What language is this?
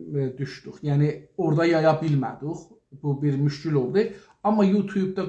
South Azerbaijani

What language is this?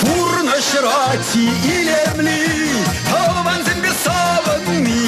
Chuvash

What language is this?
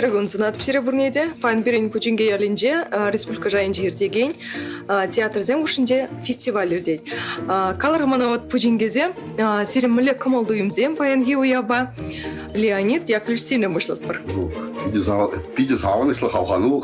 Chuvash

